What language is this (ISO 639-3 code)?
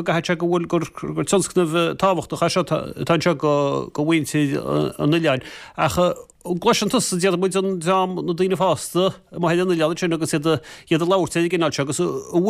gle